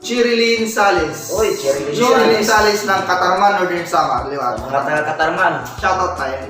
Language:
Waray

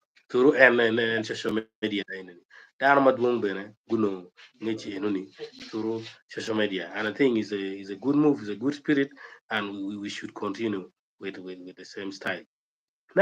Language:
Acoli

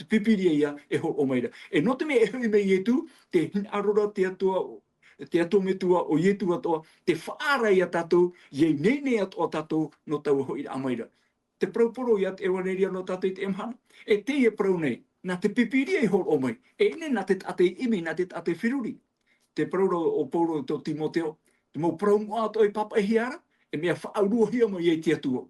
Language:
Tahitian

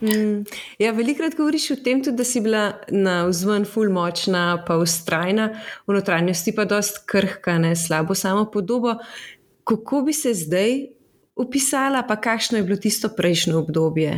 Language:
Slovenian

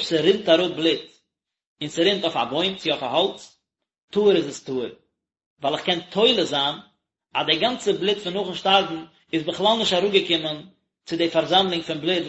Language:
Yiddish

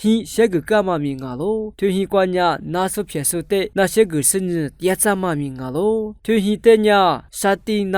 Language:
Lisu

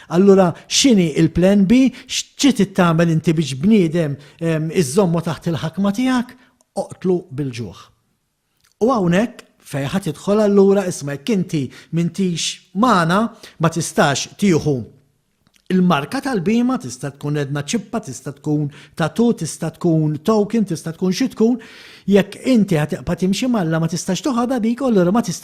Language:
Maltese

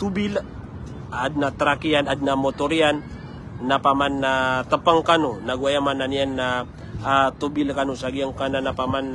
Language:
Maranao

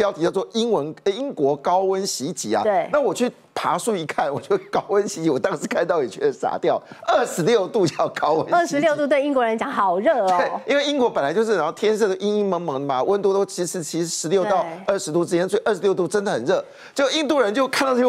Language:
Chinese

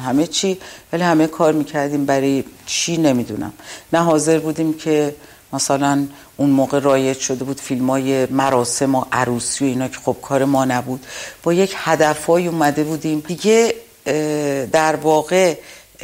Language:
Persian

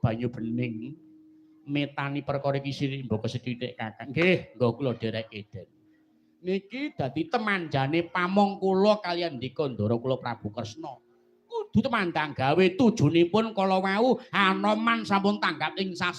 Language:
Javanese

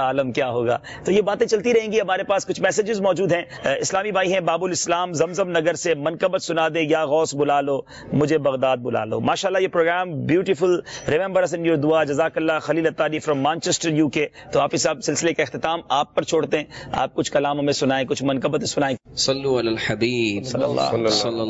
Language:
Urdu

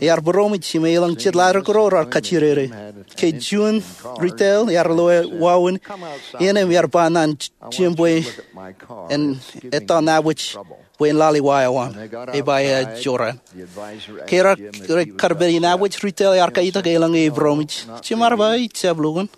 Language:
Marshallese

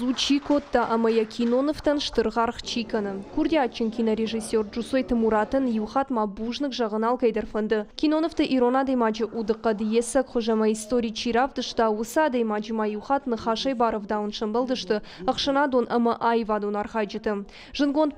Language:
Ossetic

